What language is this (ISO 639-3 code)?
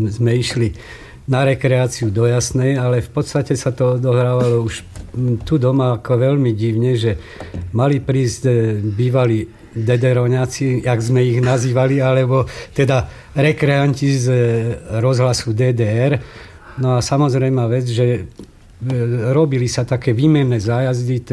slk